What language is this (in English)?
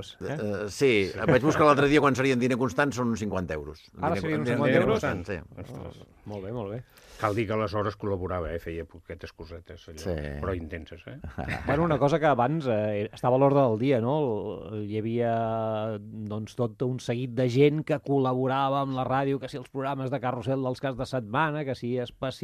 Catalan